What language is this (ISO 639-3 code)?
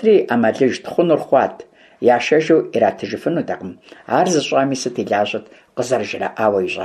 kbd